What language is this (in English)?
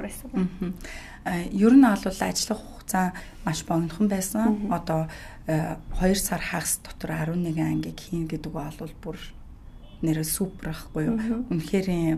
Mongolian